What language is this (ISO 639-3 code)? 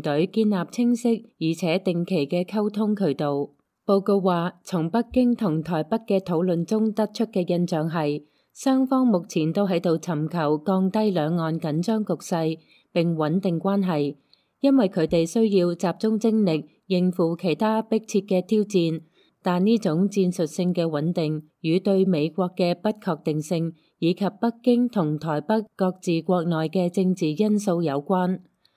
yue